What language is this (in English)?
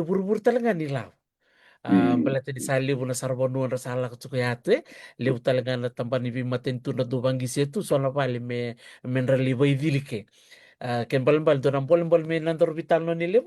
Fijian